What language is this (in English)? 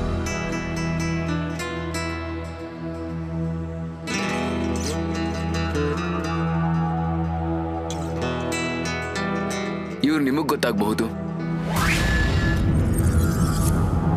Kannada